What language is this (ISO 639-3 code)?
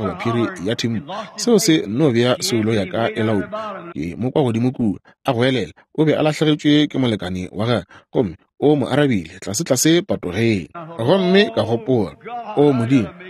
nso